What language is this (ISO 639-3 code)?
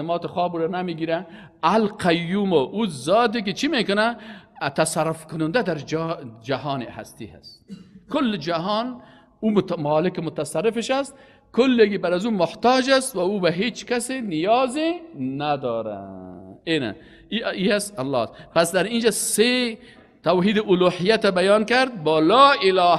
fas